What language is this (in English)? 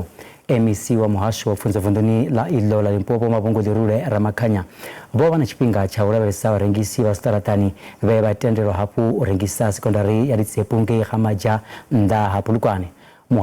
Venda